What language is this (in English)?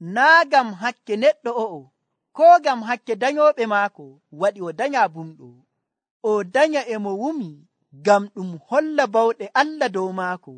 Nigerian Fulfulde